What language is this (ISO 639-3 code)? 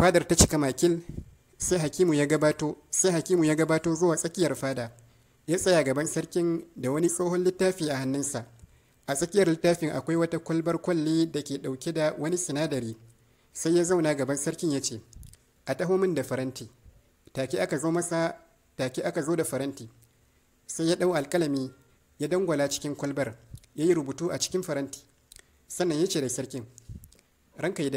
hau